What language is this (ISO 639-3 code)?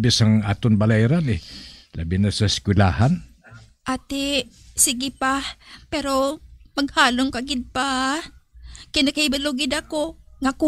hil